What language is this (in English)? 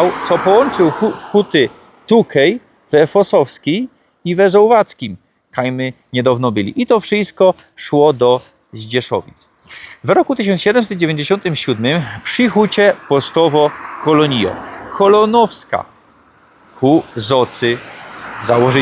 Silesian